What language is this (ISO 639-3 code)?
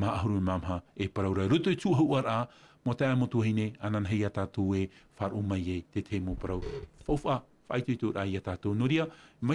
tah